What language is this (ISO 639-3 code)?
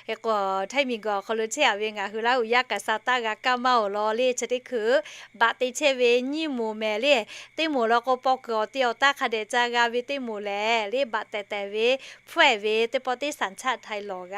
lhu